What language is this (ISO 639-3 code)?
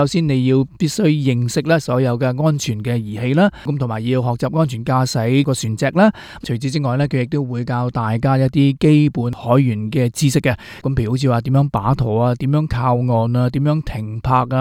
yue